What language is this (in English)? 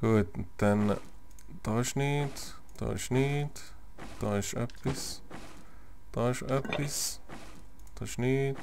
Swiss German